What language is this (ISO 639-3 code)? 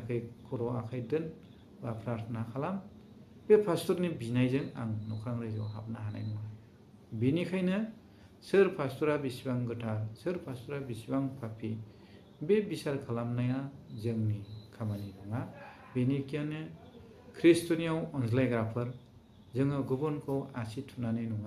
brx